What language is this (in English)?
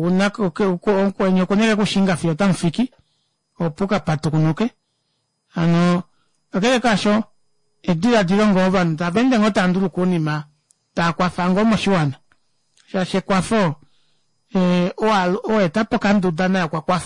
Kuanyama